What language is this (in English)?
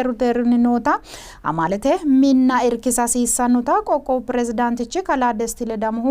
Sidamo